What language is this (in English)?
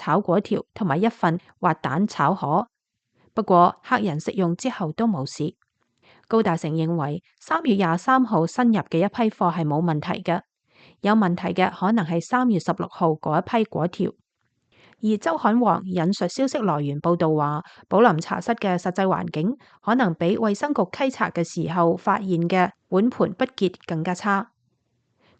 Cantonese